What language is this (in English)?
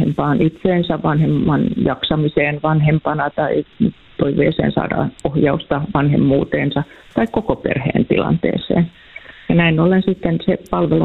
Finnish